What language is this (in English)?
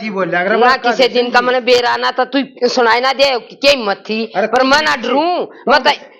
Haryanvi